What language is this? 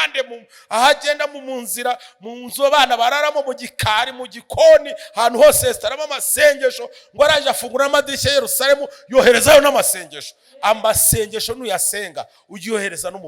Kinyarwanda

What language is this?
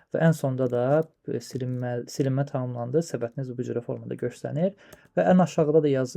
Azerbaijani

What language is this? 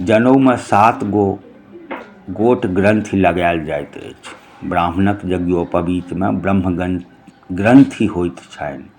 Maithili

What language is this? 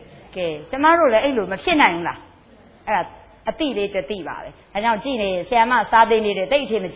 Burmese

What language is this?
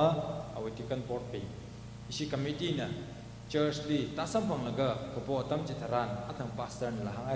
Tangkhul Naga (India)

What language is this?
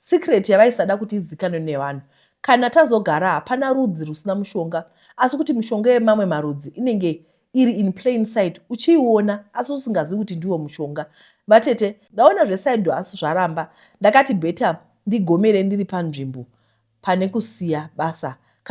Shona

